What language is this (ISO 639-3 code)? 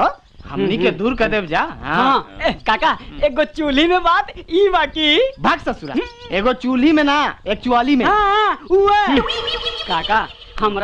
bho